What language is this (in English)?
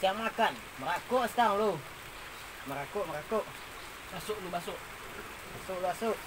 Minangkabau